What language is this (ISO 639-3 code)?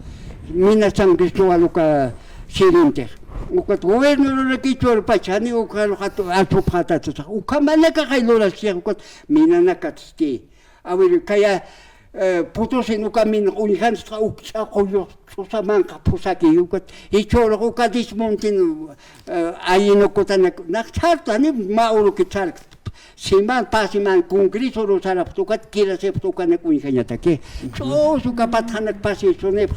aym